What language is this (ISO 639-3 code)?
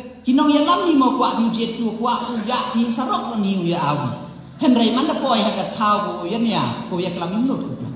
kha